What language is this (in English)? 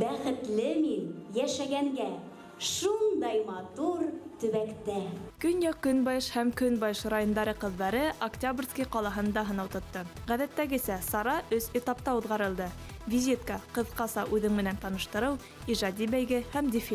Bashkir